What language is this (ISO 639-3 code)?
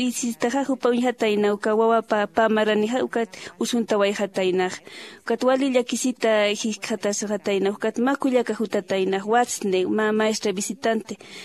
aym